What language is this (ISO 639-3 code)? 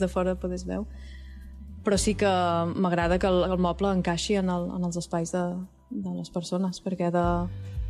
cat